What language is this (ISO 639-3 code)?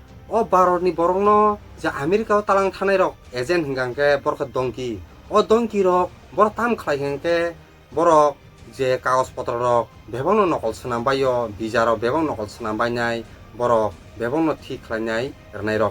trp